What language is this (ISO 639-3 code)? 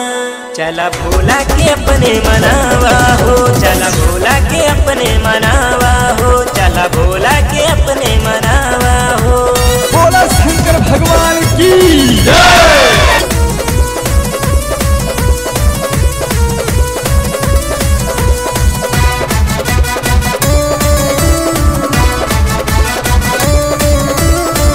bho